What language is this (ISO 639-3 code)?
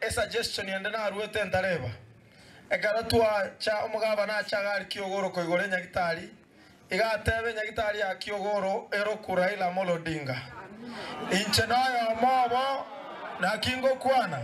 guz